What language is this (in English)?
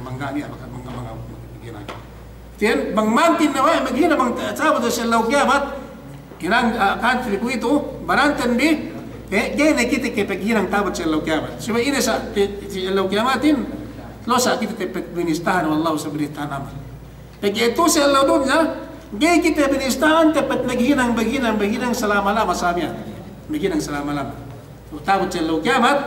Yakan